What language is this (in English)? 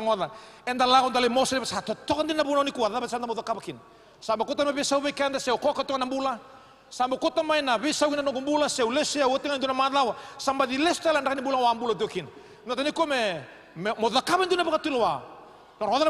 Fijian